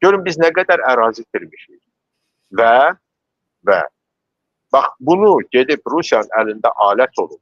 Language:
Azerbaijani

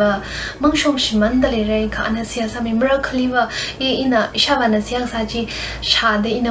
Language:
Tangkhul Naga (India)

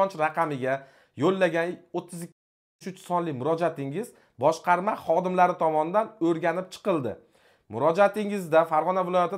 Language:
Uzbek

